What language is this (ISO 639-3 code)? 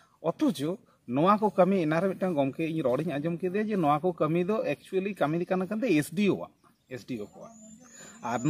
sat